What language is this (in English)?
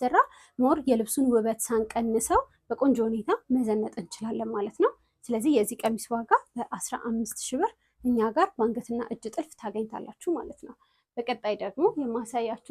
Amharic